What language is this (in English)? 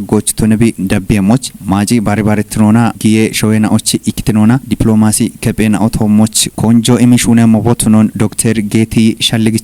Kafa